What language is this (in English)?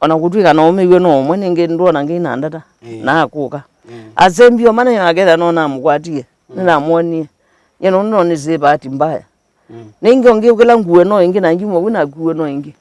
Kamba